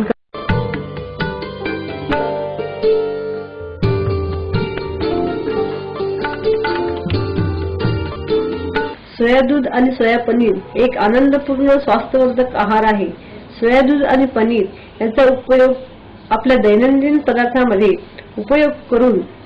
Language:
Marathi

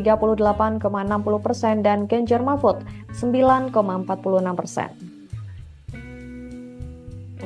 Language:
Indonesian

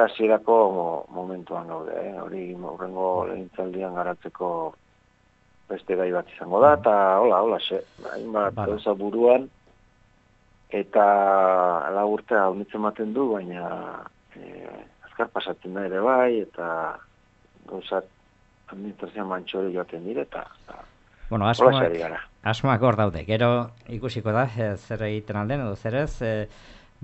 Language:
Basque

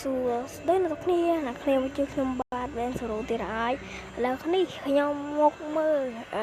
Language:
Khmer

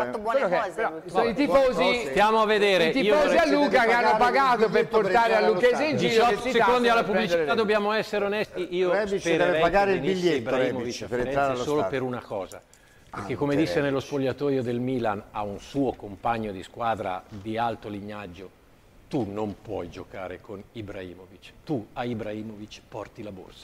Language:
Italian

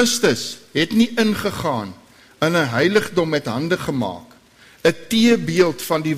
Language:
Afrikaans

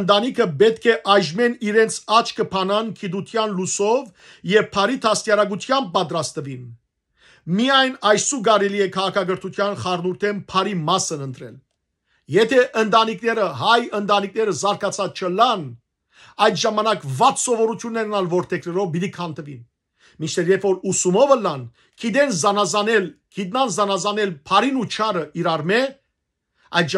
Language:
Western Armenian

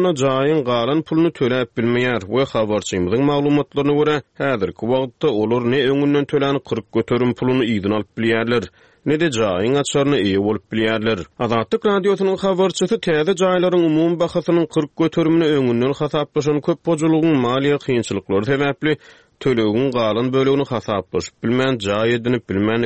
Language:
Turkmen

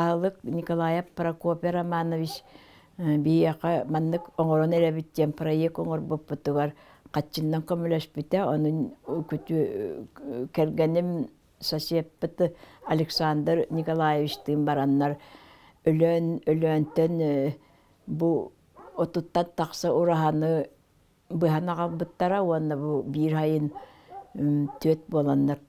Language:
Yakut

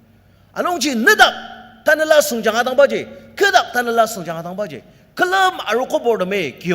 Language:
Ao Naga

